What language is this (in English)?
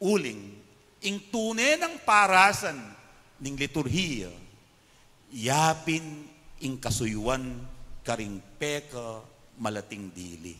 Pampanga